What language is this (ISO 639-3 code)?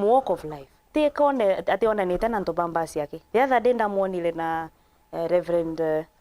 mer